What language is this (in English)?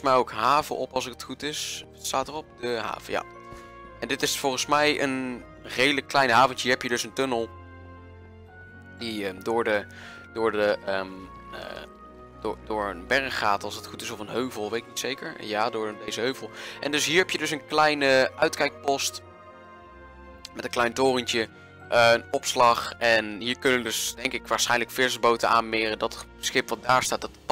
Dutch